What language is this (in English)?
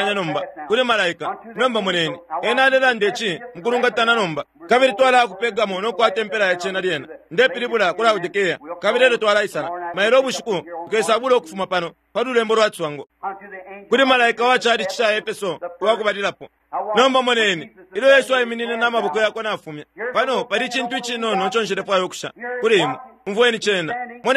Bemba